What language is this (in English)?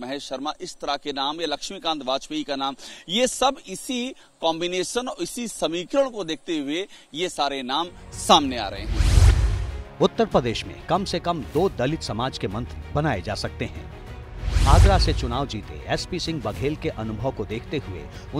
Hindi